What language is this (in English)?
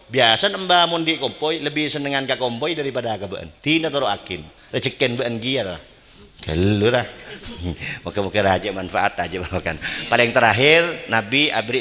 Madurese